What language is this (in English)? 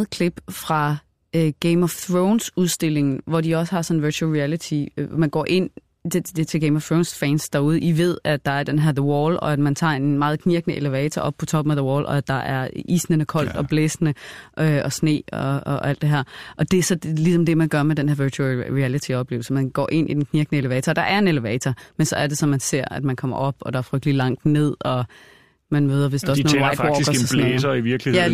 Danish